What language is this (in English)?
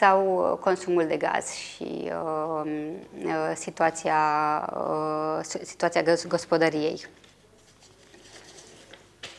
Romanian